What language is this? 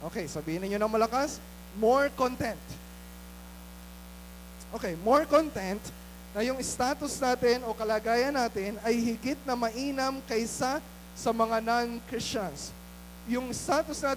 Filipino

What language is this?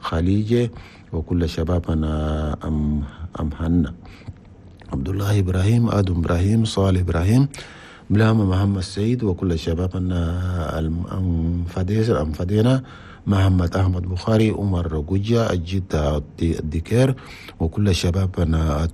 Chadian Arabic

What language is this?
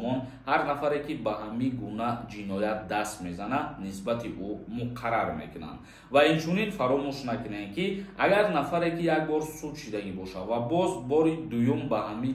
Tajik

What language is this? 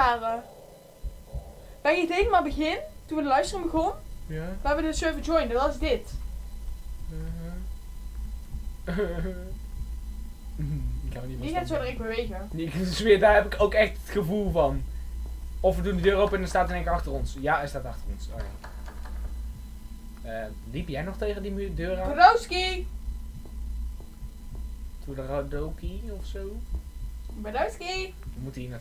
Dutch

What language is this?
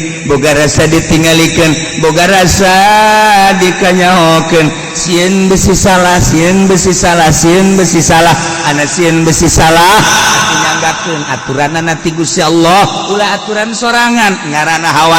Sundanese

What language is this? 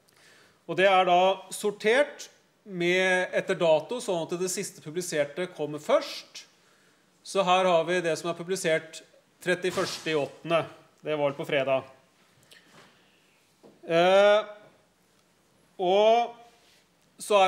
Norwegian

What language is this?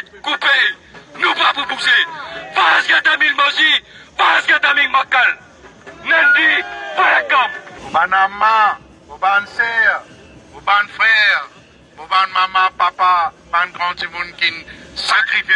Morisyen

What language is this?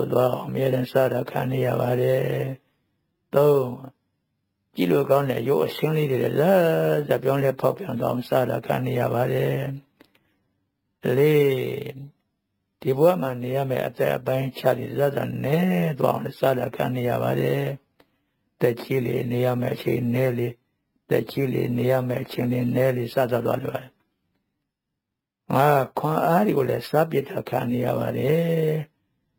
Burmese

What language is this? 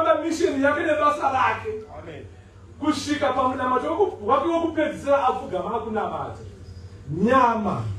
Shona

